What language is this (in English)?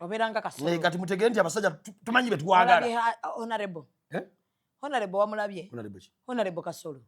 Ganda